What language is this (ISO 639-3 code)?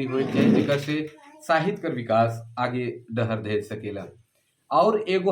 sck